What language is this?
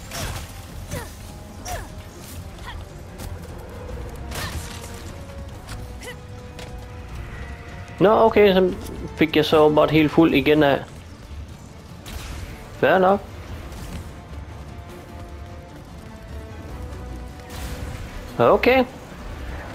Danish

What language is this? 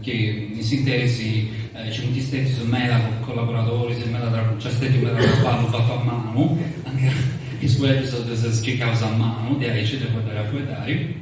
Sardinian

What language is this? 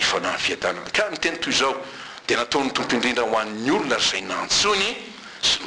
Malagasy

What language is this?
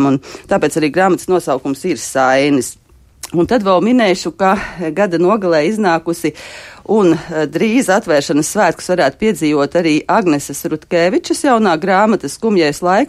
Latvian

